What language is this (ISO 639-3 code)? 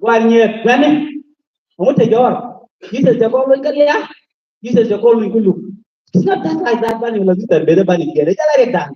nus